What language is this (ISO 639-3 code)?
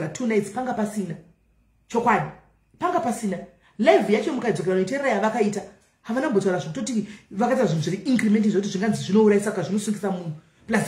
sna